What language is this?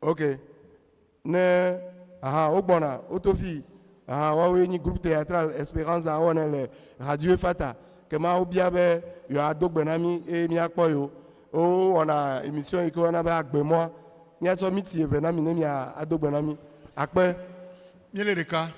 Ewe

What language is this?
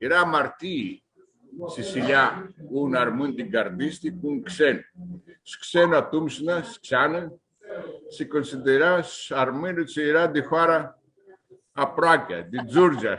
Aromanian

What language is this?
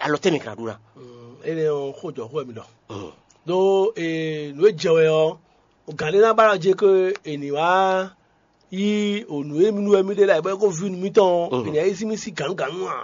Fon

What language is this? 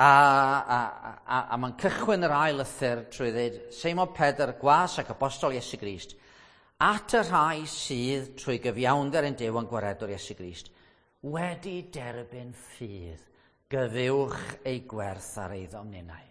Welsh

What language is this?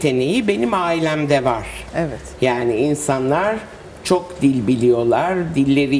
Turkish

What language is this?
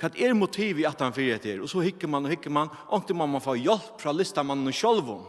Faroese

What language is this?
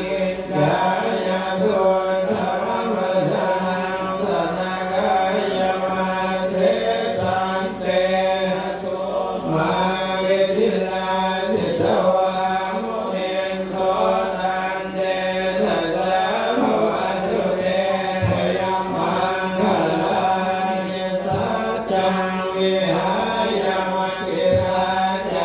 Pali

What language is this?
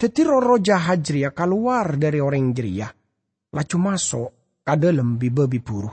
Madurese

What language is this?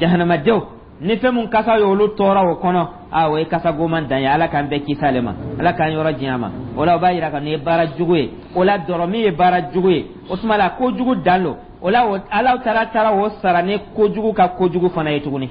Dyula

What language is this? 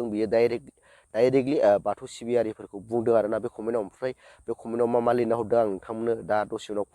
Bodo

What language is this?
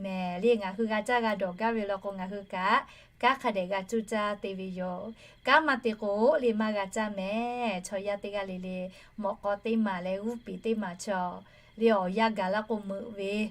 Lahu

